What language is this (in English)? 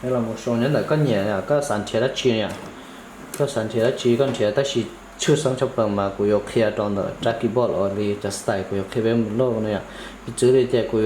Hmong